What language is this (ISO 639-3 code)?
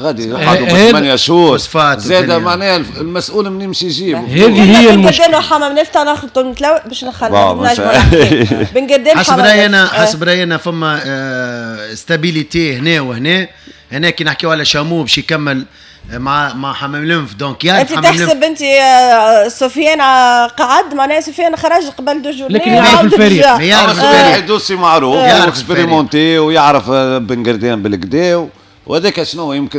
aeb